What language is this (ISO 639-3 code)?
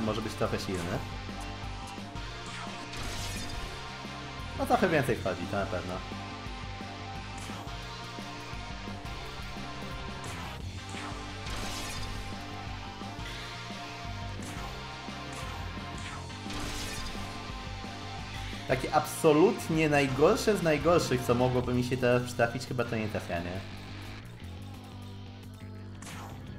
pol